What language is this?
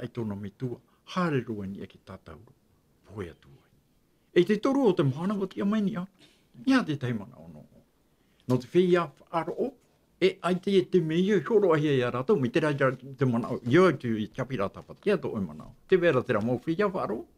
Tahitian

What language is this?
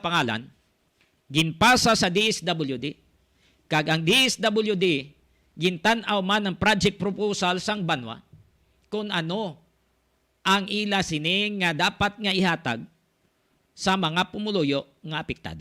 Hiligaynon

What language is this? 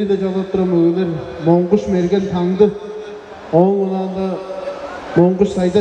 Tuvinian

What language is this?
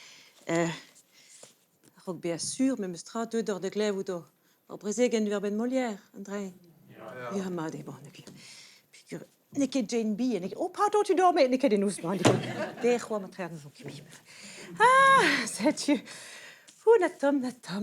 Breton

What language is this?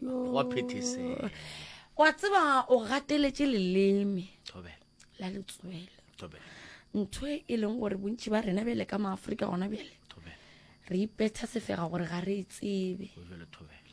Northern Sotho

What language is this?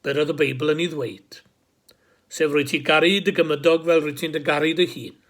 Welsh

